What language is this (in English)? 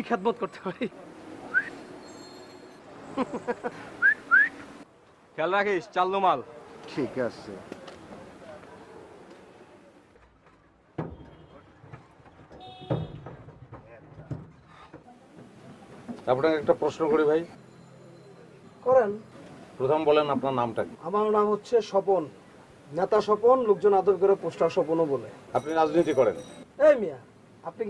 Bangla